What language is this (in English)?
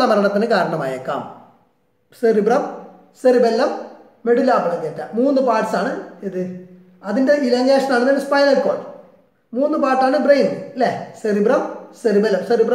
Malayalam